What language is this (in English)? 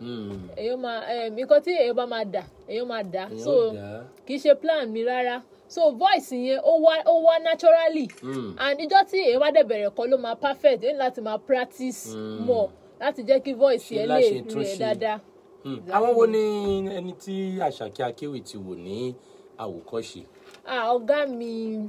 Yoruba